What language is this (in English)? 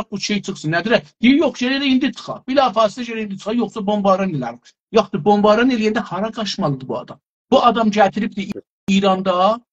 South Azerbaijani